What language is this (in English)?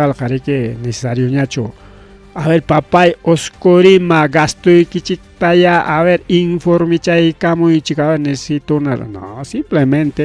Ayacucho Quechua